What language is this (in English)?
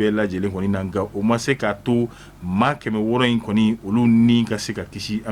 Bambara